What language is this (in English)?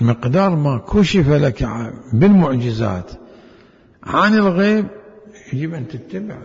Mesopotamian Arabic